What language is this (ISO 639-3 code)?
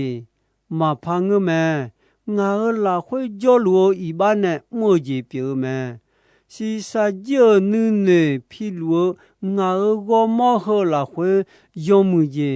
ahk